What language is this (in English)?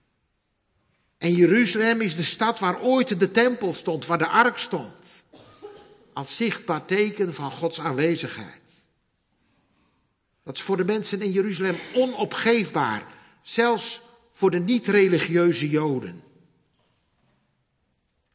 Dutch